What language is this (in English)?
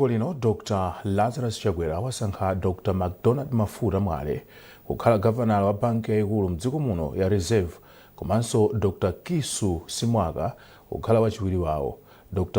Nyanja